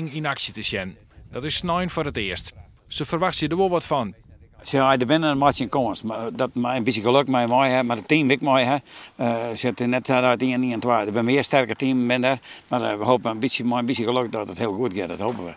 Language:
Western Frisian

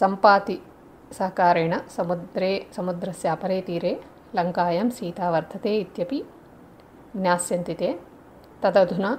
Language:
Sanskrit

